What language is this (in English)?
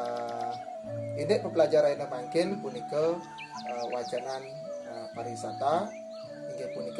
Balinese